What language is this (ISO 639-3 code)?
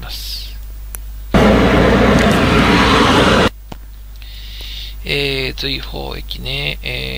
jpn